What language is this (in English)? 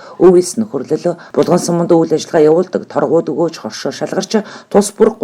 Mongolian